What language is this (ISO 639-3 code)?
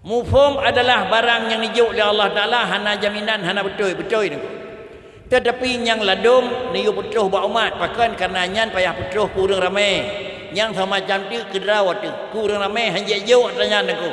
ace